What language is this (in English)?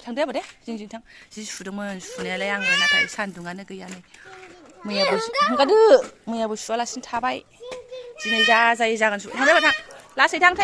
Bodo